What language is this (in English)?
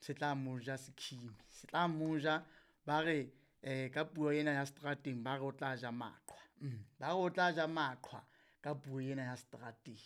Southern Sotho